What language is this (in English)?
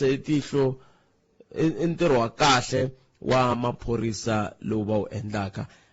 Tsonga